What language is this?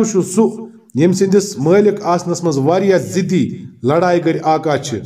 Kashmiri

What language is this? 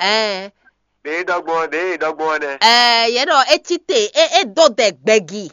Fon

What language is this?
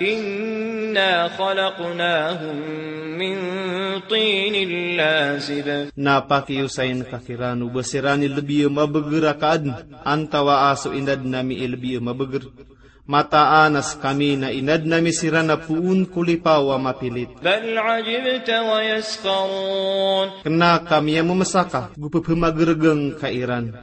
Maranao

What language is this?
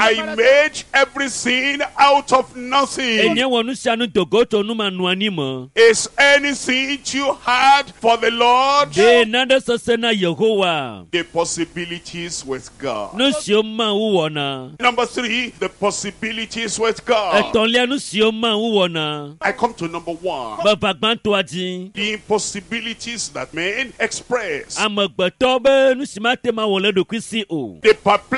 Ewe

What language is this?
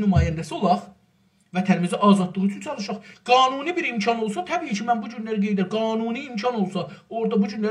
South Azerbaijani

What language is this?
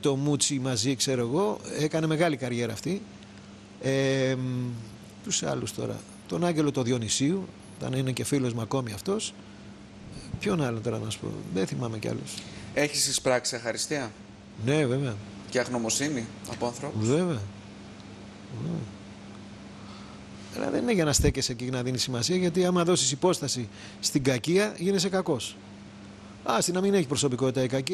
Greek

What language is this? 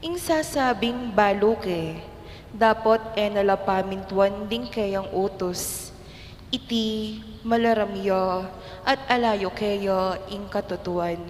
Pampanga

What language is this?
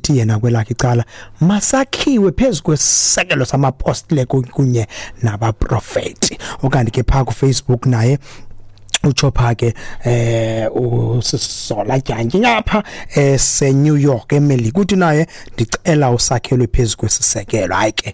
Xhosa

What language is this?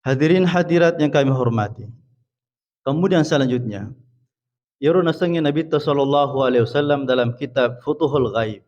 Buginese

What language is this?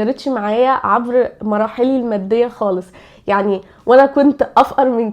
Egyptian Arabic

